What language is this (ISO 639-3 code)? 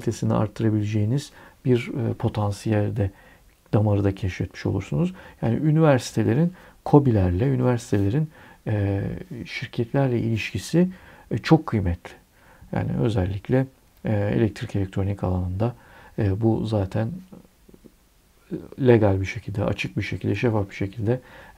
tur